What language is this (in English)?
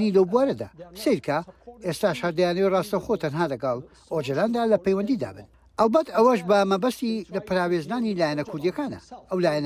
Central Kurdish